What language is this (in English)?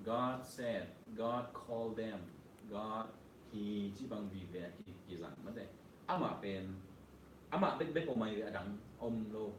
Tedim Chin